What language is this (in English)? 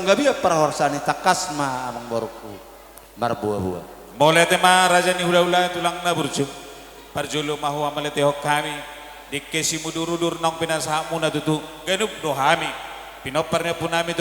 Batak Toba